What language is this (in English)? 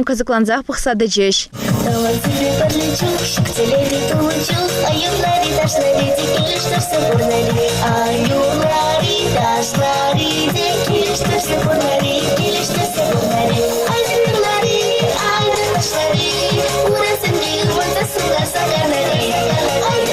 Chuvash